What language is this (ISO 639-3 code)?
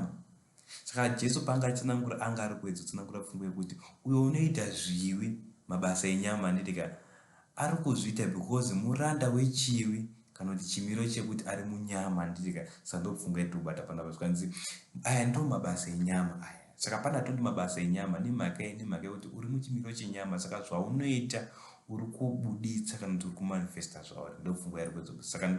sna